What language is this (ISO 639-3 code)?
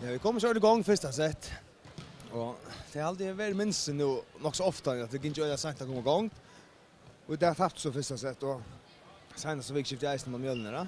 fao